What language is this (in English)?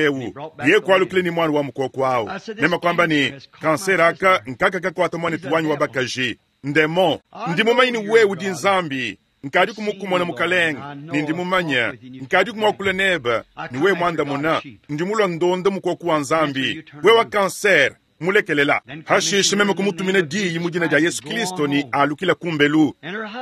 Luba-Lulua